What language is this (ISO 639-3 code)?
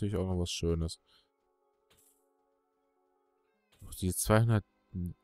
deu